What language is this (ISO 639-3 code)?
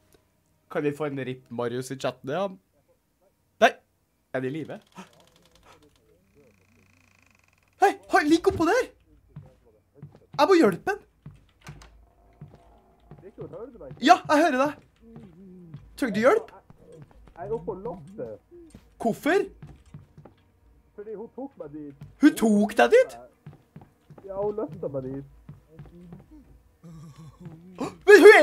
nor